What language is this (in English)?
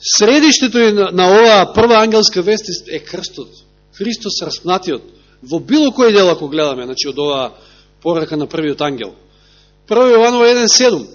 Macedonian